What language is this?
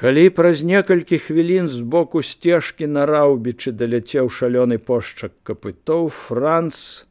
Belarusian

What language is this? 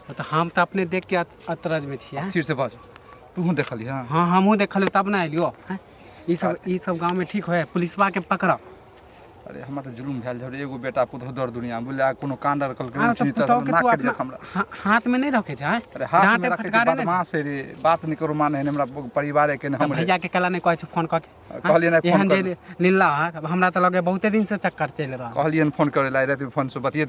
Maithili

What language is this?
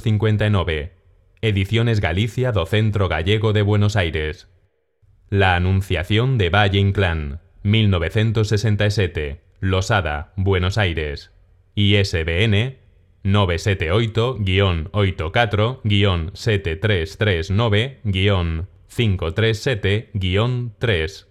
Galician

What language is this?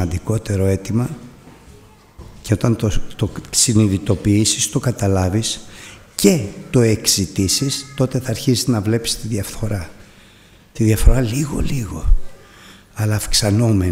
Greek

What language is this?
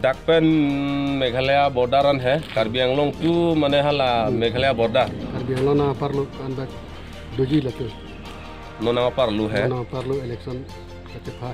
Karbi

